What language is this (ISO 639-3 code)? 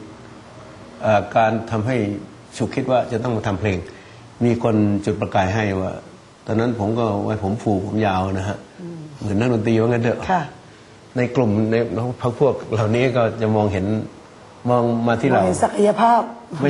tha